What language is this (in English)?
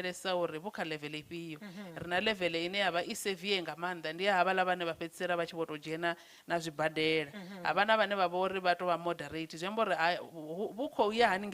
Venda